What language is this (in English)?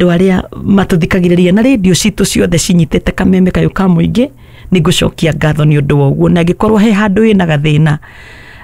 Kikuyu